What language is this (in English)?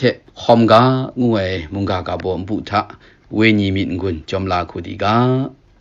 Kachin